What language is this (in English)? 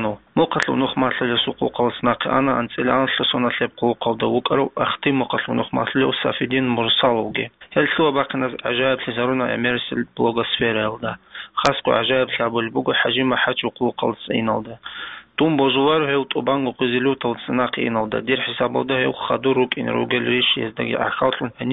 Avaric